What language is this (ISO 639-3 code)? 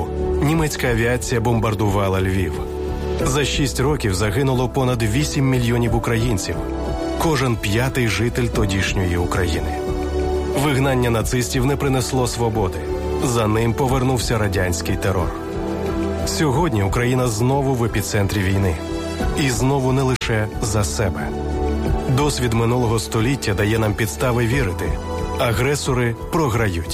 ukr